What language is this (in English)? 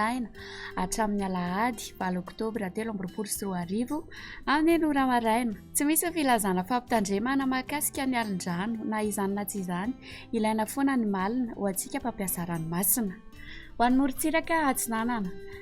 Malagasy